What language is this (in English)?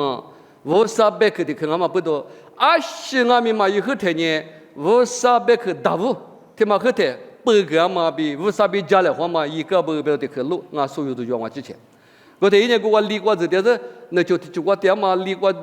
Lisu